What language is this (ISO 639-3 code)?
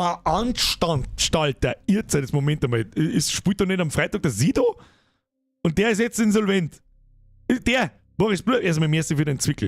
bar